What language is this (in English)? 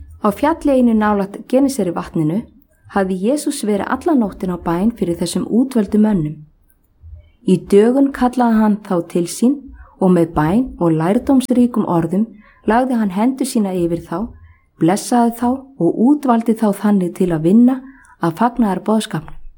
Icelandic